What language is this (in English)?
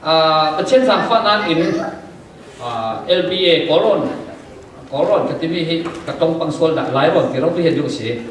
Falam Chin